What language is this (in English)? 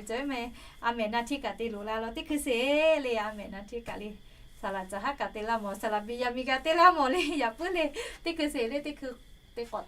Lahu